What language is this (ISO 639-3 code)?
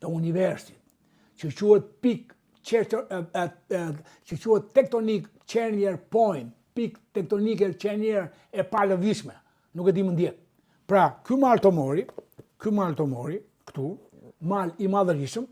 sqi